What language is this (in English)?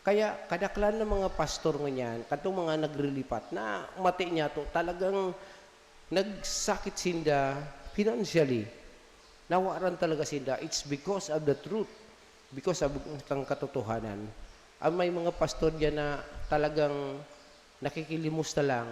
Bikol